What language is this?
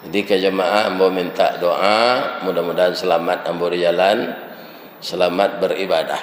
Minangkabau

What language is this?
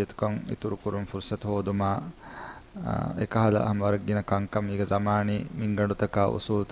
Divehi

